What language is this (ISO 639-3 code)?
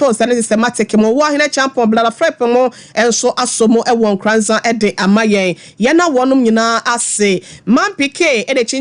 aka